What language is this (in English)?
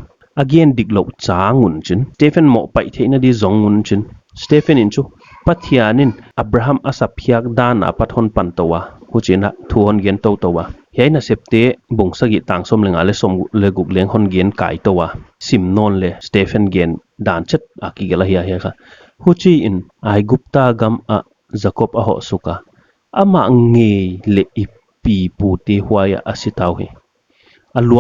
Paite Chin